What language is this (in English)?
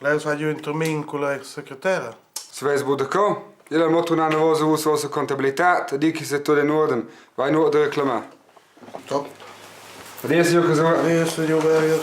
Romansh